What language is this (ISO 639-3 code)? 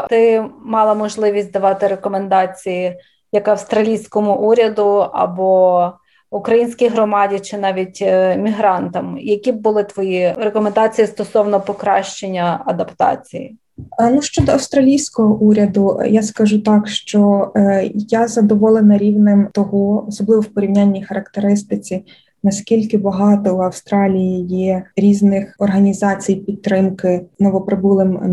ukr